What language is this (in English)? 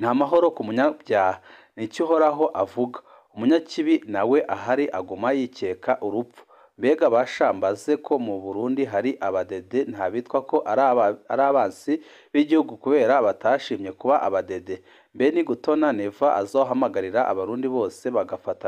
Rundi